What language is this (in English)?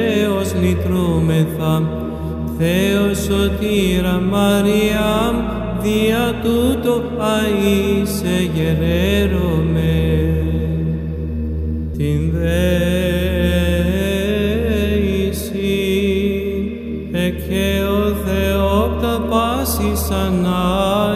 Greek